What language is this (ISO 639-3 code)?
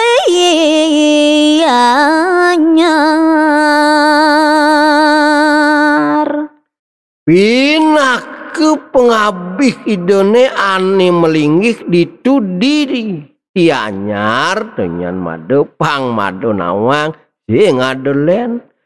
ban